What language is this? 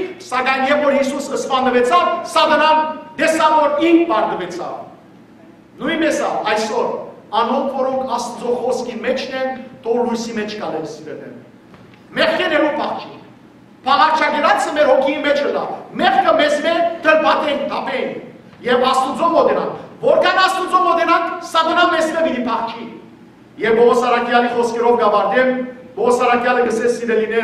Western Armenian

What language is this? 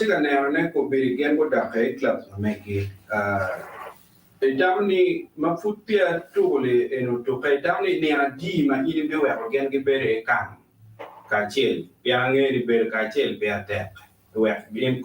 Acoli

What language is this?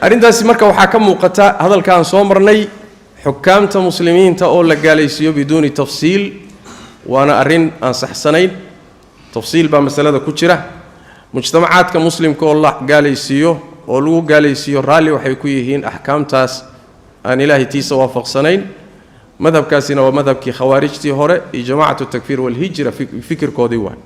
Somali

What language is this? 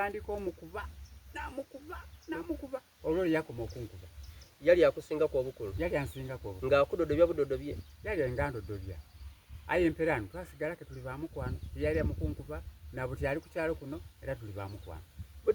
Soga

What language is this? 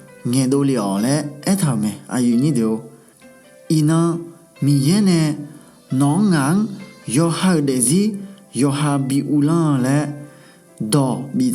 Akha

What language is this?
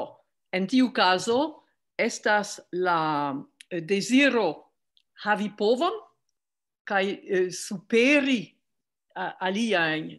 Esperanto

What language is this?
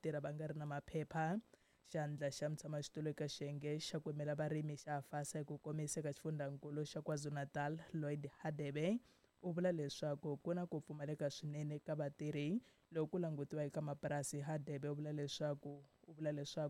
Tsonga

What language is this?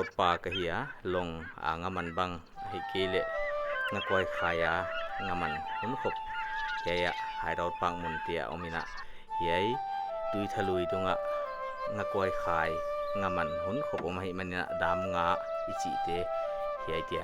Paite Chin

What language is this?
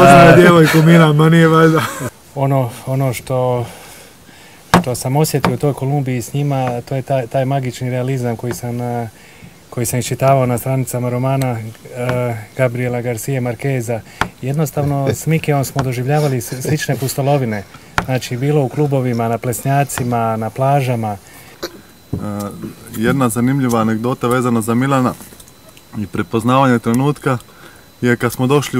Croatian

